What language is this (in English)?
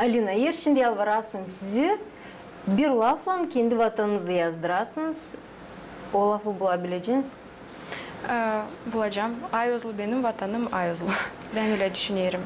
Gagauz